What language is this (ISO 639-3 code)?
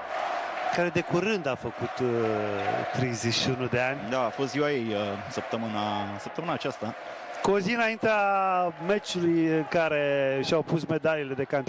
ron